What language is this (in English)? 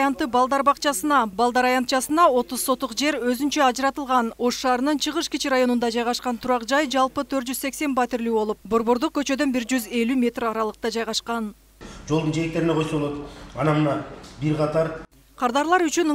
Kyrgyz